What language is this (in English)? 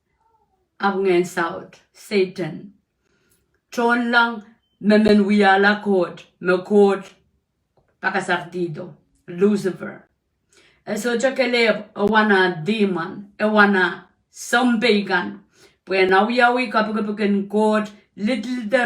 Pohnpeian